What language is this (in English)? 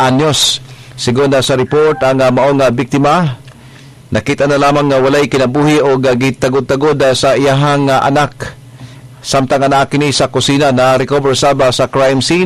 Cebuano